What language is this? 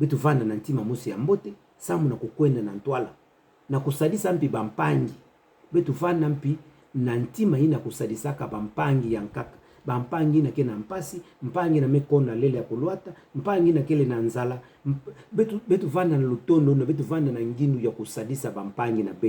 Kituba (Democratic Republic of Congo)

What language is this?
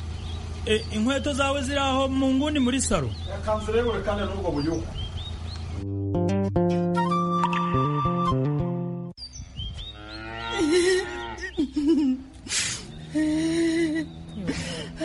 Kinyarwanda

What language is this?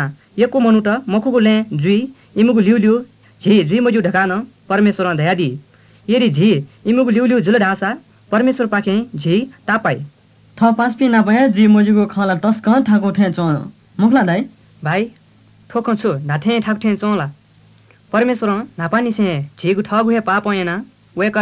Newari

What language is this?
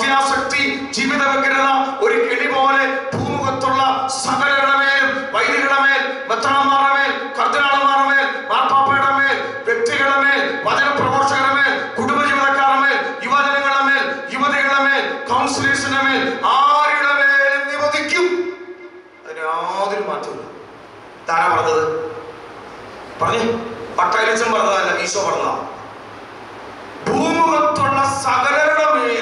Malayalam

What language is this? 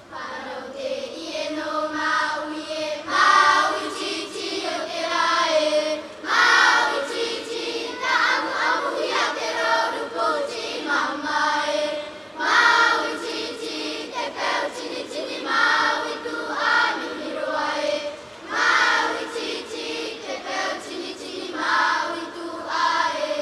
Tahitian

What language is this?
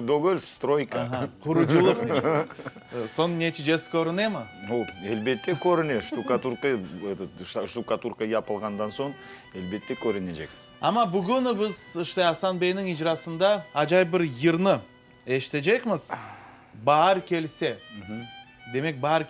Crimean Tatar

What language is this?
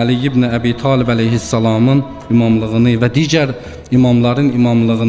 Azerbaijani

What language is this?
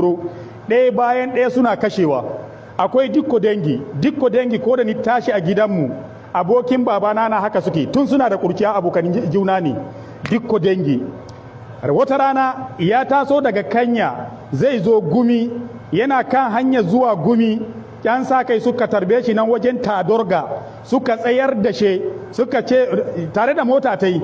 Hausa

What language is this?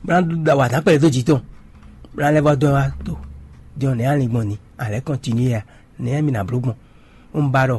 Fon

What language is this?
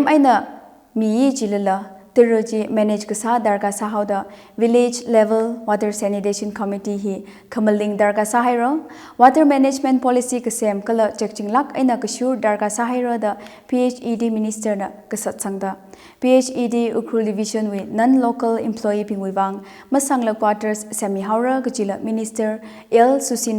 Tangkhul Naga (India)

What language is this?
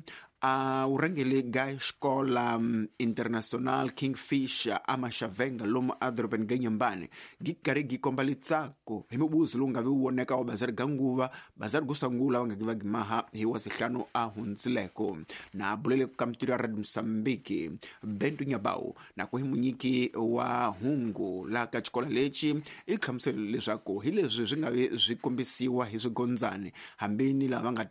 Tsonga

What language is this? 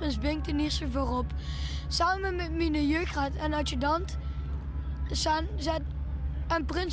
Limburgish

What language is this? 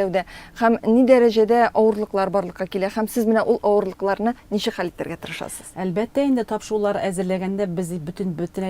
Tatar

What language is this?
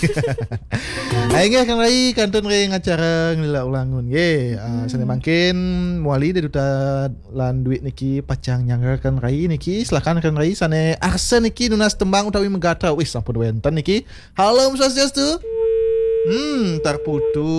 Balinese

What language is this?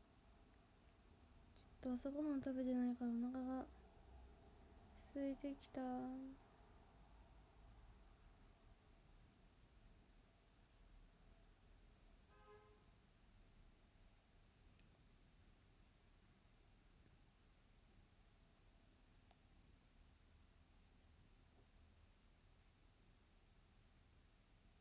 Japanese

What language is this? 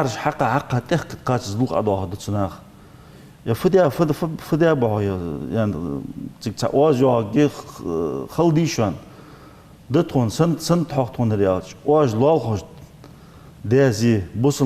Ingush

